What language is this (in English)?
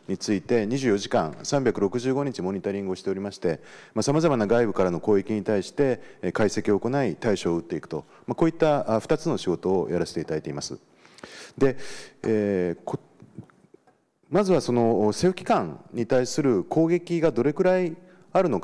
Japanese